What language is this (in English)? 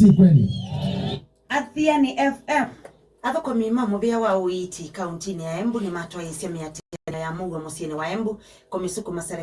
Kamba